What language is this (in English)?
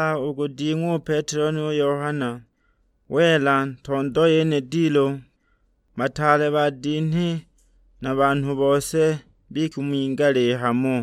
Sukuma